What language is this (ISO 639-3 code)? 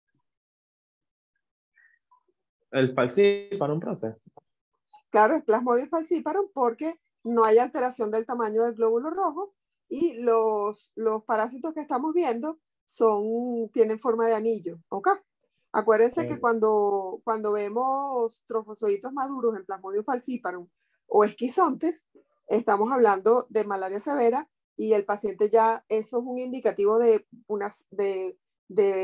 spa